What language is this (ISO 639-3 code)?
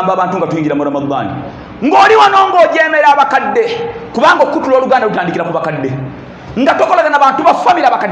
lug